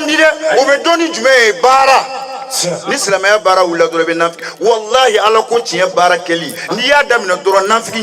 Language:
Bambara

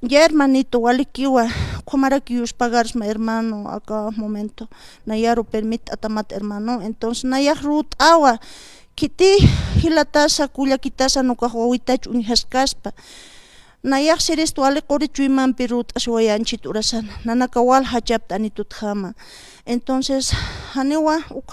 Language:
Aymara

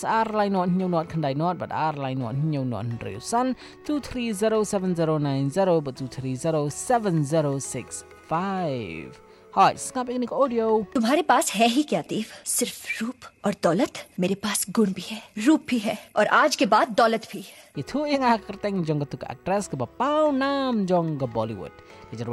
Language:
Malay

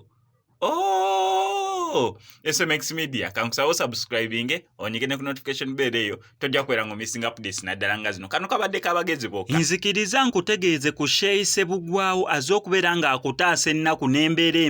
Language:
Ganda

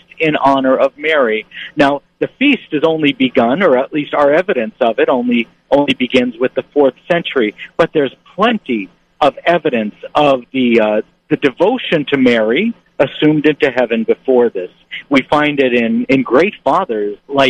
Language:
English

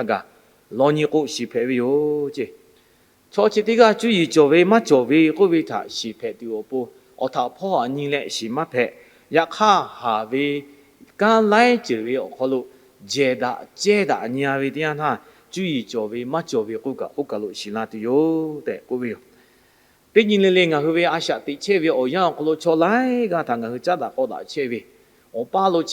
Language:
Lahu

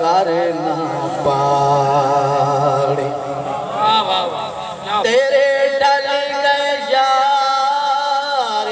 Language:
Saraiki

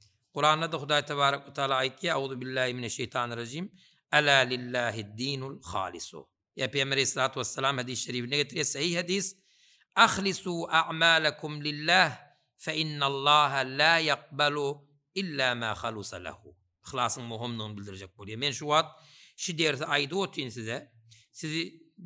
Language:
Turkmen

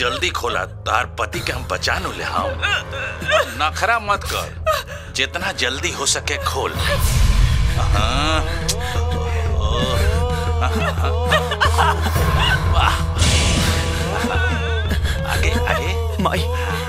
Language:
Bhojpuri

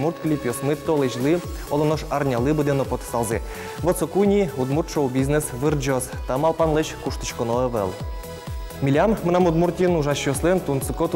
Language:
Udmurt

